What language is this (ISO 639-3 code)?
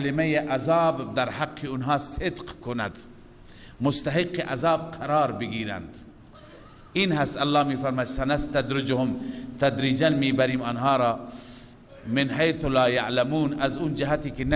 fas